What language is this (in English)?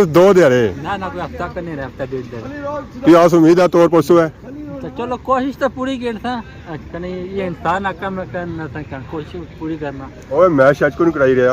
Pahari-Potwari